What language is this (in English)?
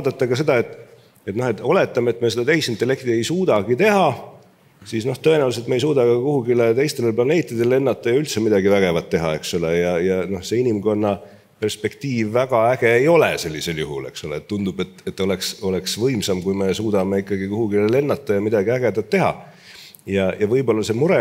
Estonian